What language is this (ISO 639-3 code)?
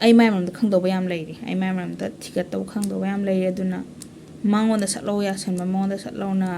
mni